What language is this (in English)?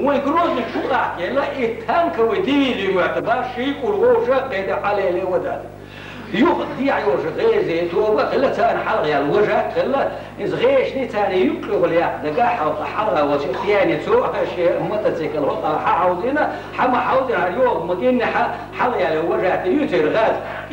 Chechen